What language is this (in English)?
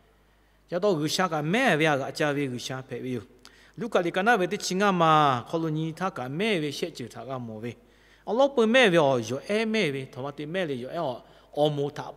Lahu